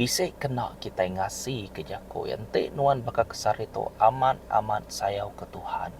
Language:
Iban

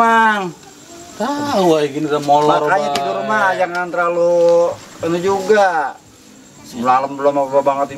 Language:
Betawi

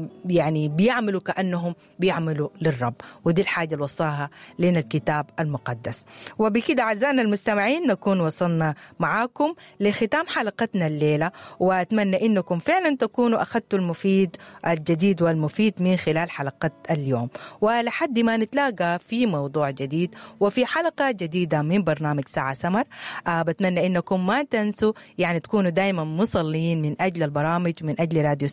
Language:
Sudanese Arabic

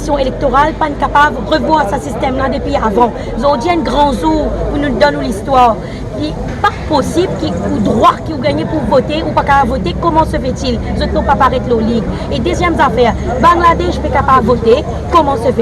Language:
Morisyen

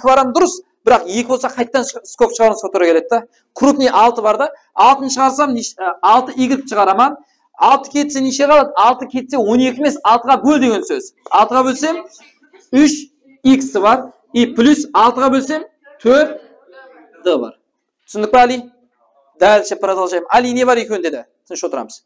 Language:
Kara-Kalpak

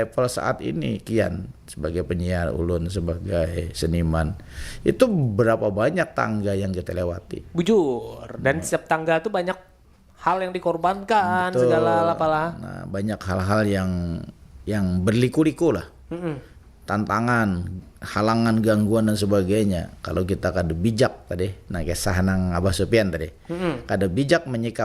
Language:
Banjar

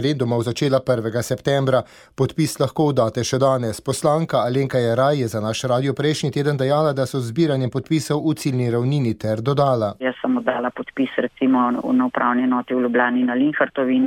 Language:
Slovenian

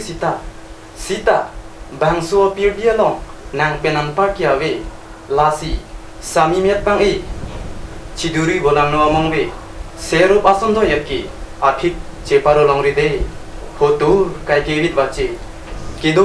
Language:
Karbi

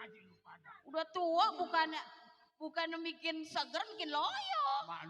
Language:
Betawi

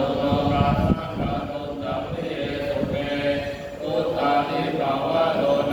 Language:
Pali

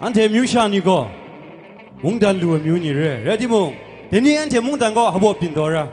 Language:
Kachin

